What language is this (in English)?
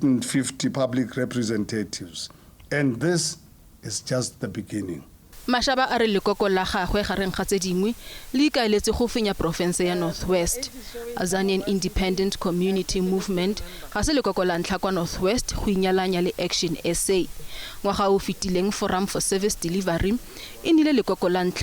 Tswana